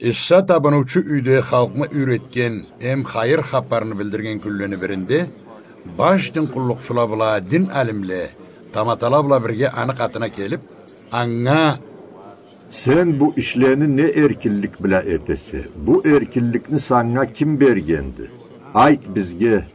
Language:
Karachay-Balkar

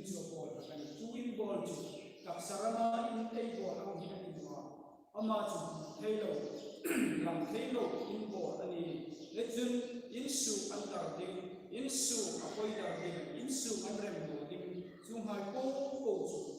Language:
Hmar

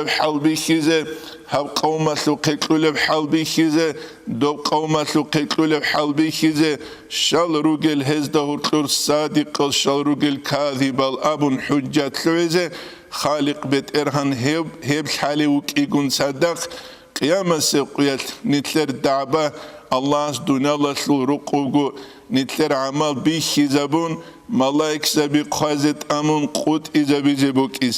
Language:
Avaric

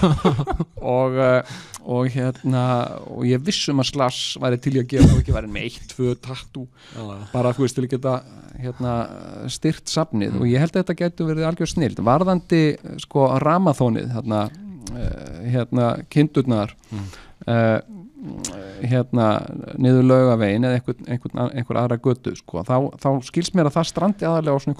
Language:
Icelandic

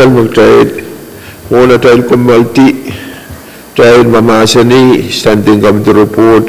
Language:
Pohnpeian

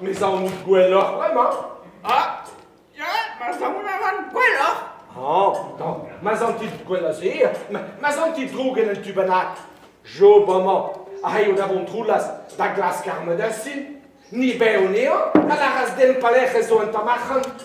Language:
Breton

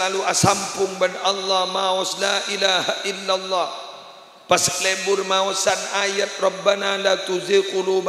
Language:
Madurese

